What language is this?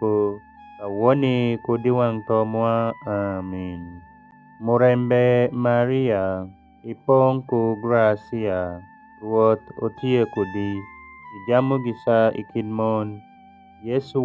Alur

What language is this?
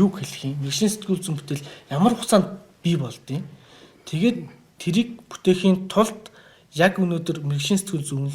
Mongolian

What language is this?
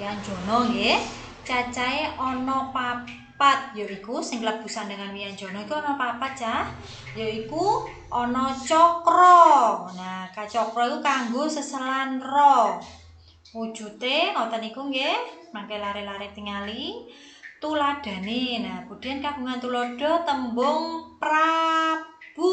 Javanese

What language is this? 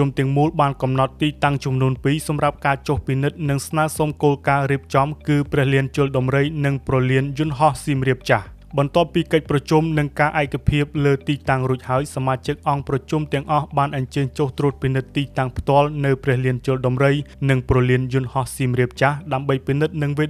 Khmer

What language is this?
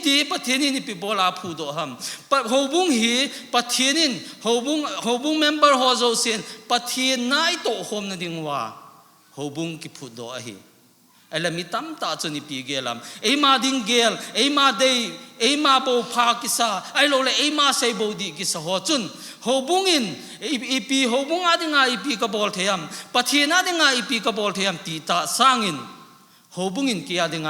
Thado Chin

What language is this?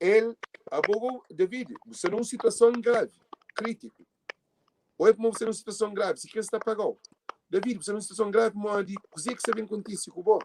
Kabuverdianu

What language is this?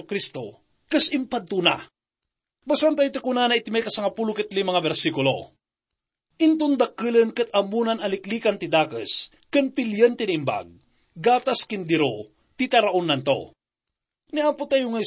Iloko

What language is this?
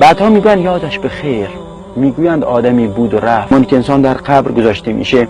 Persian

